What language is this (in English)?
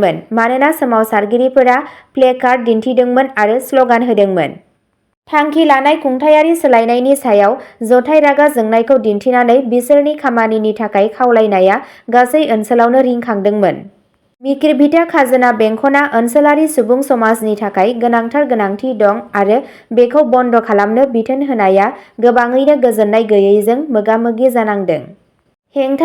Bodo